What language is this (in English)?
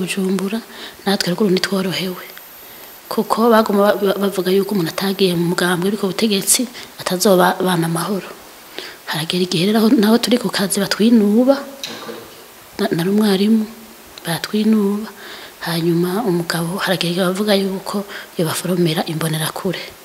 Rundi